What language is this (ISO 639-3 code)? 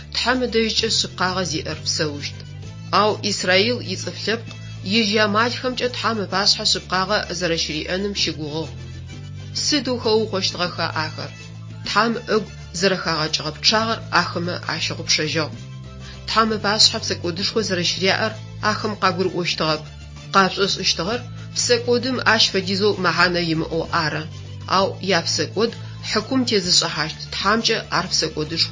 ady